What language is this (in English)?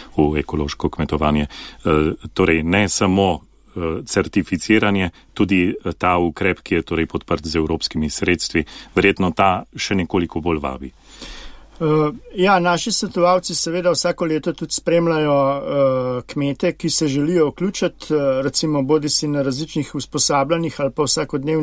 Slovenian